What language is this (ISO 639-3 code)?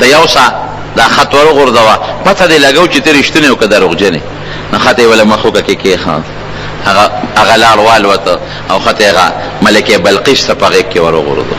pus